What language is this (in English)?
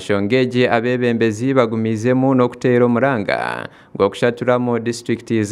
Nyankole